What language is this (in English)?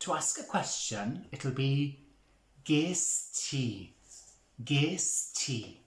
Welsh